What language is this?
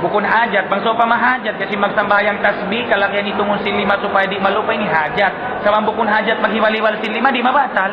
Tausug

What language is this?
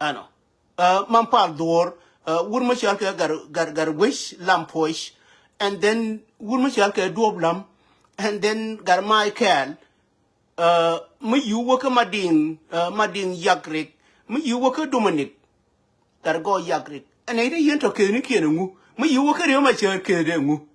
Nuer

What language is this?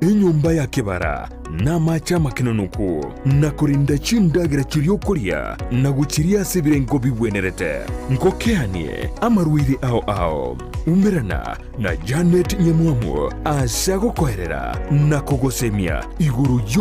Gusii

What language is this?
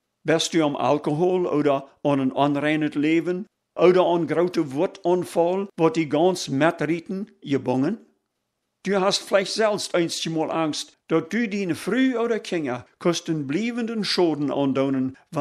Plautdietsch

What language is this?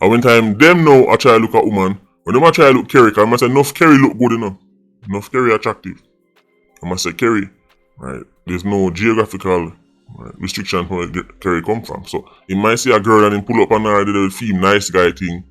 Jamaican Creole English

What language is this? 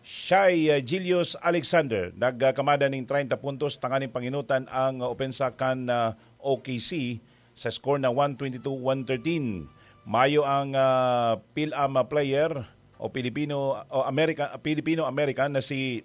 Bikol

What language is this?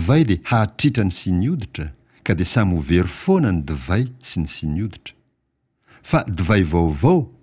Malagasy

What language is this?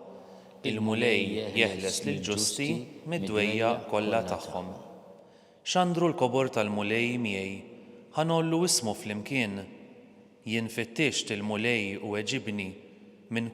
Maltese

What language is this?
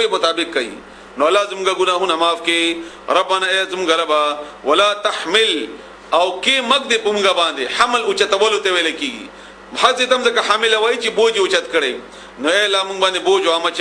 Pashto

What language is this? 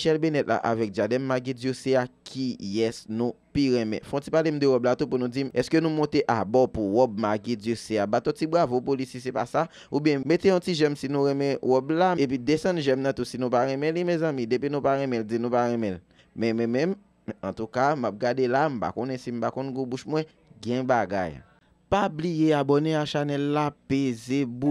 Haitian Creole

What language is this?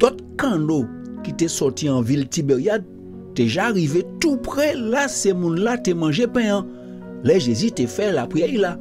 Guadeloupean Creole French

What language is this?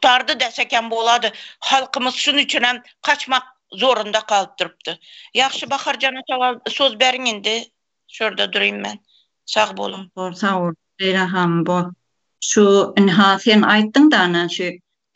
Turkmen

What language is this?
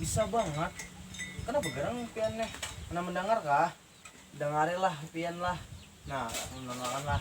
Banjar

